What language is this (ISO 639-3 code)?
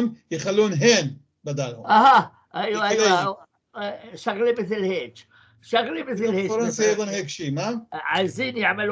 apc